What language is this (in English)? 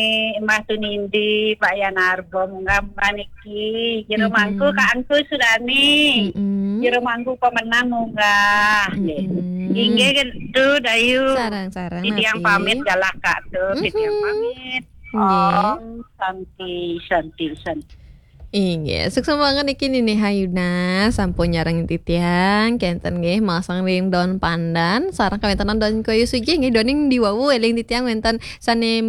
Balinese